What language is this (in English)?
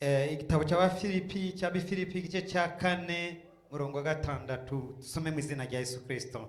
Rundi